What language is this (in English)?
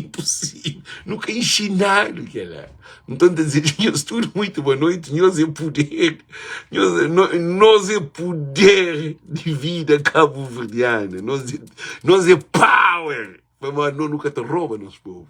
Kabuverdianu